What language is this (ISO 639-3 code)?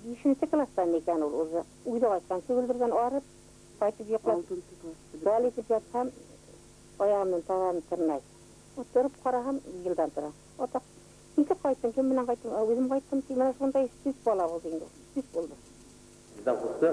bak